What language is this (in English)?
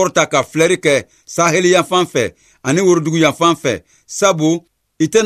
Bambara